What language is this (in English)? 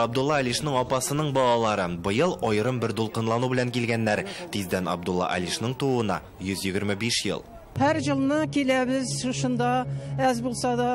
Tatar